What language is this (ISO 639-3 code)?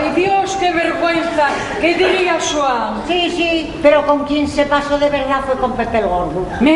ast